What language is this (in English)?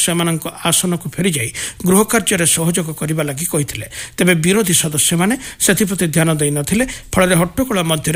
Odia